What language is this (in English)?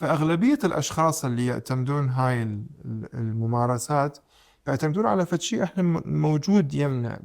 Mesopotamian Arabic